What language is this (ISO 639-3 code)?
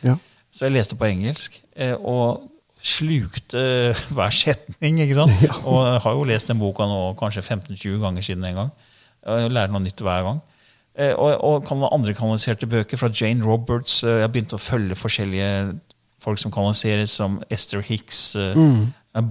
nor